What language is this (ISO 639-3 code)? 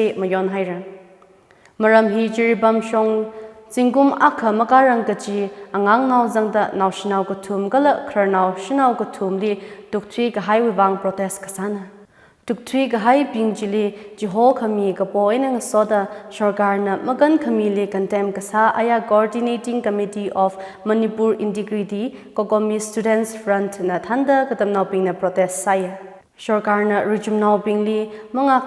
nmf